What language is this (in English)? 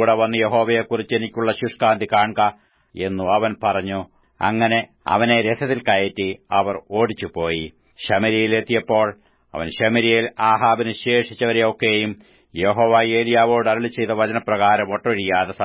Malayalam